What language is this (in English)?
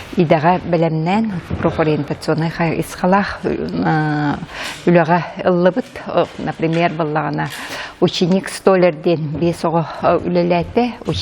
Yakut